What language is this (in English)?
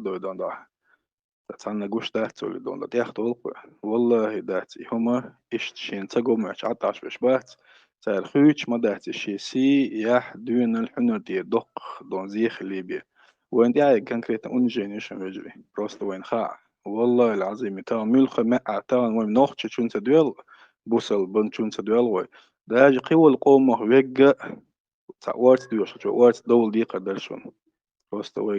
Chechen